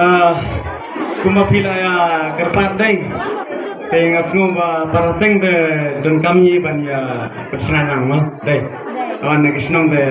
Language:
Khasi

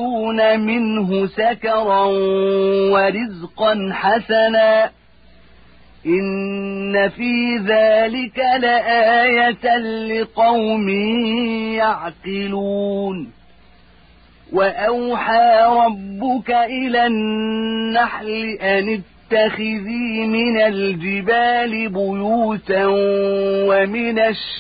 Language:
Arabic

